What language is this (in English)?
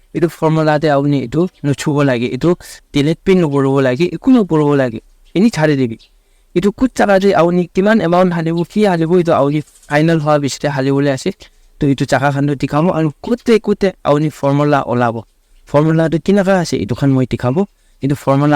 Naga Pidgin